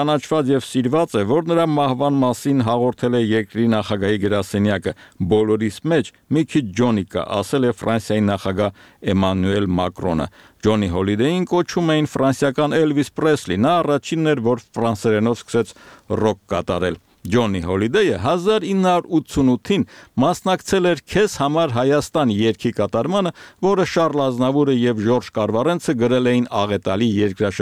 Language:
Armenian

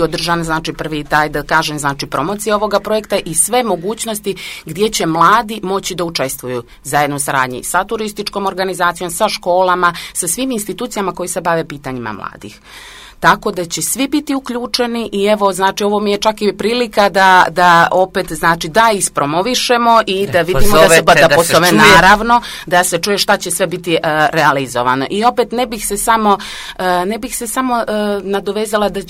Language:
Croatian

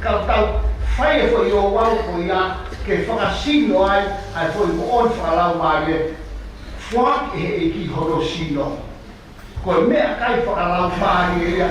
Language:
Tongan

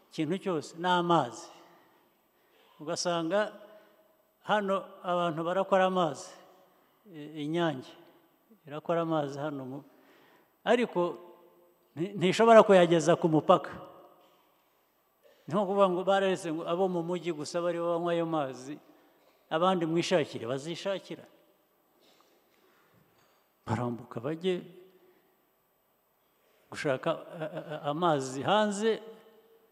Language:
Kinyarwanda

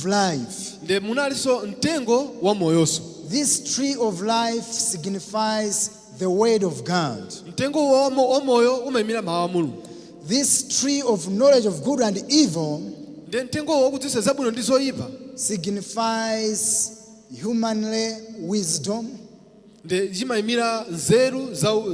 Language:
Nyanja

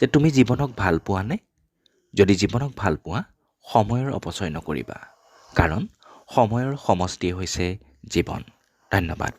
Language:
Assamese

